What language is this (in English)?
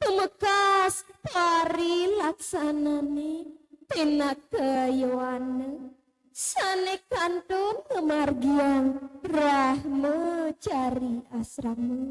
Balinese